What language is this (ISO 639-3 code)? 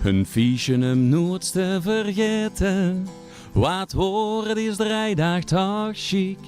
lim